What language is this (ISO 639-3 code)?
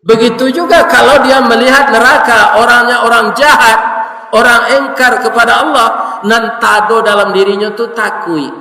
min